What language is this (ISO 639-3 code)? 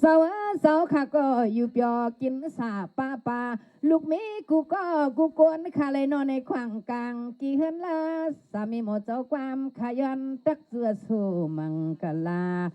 shn